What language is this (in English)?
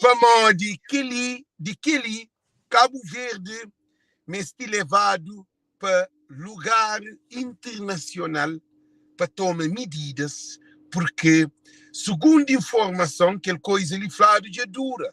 Kabuverdianu